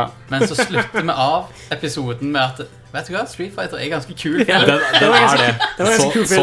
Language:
Norwegian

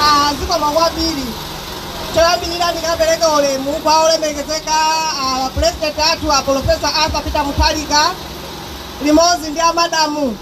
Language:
Nyanja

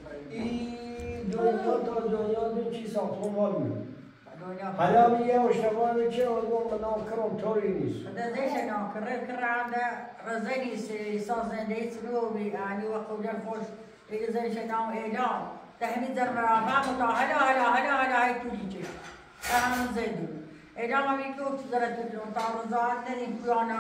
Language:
Persian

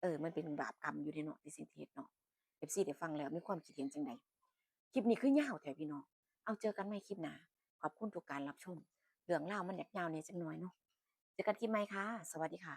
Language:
Northeastern Thai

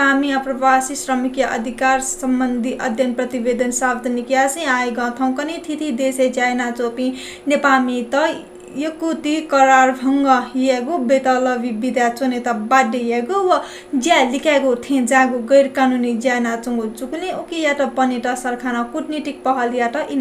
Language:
Newari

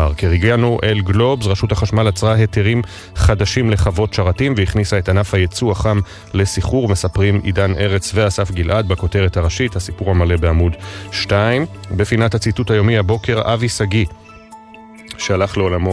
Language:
Hebrew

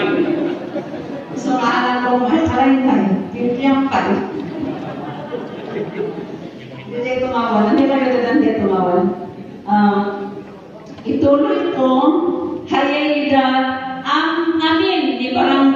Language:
Filipino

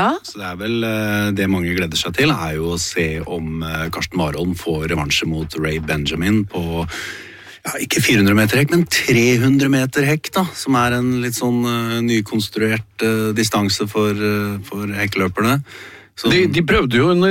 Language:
Norwegian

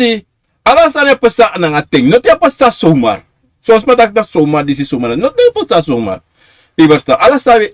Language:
Sranan Tongo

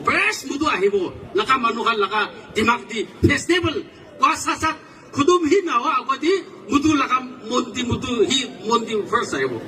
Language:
Naga Pidgin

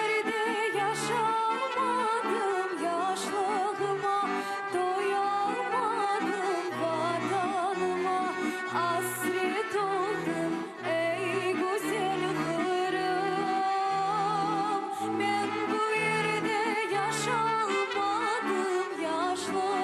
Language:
Crimean Tatar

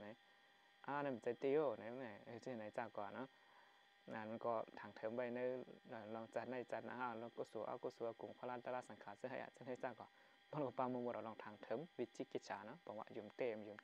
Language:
Shan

